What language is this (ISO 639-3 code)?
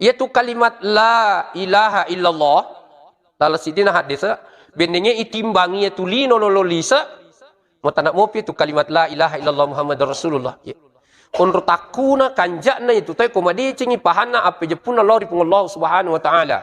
bug